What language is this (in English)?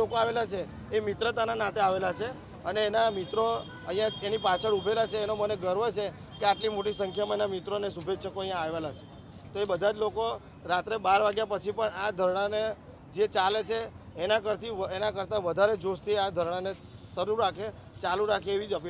Gujarati